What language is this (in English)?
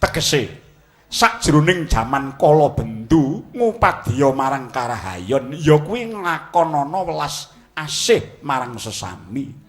Javanese